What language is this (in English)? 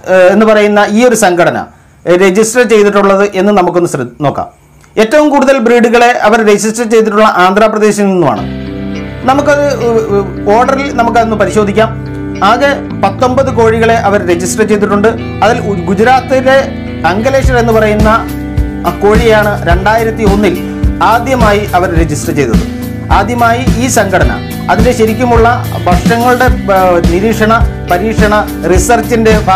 Malayalam